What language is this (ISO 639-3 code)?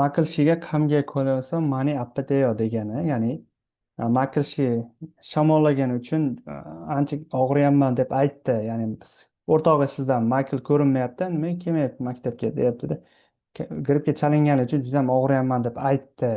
uzb